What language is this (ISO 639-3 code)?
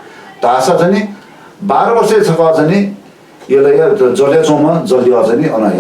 new